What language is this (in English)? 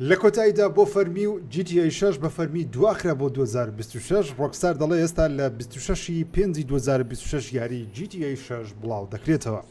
Central Kurdish